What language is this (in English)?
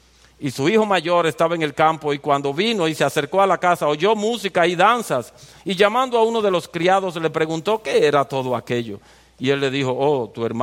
Spanish